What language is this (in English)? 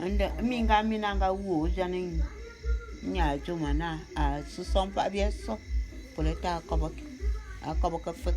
Bulu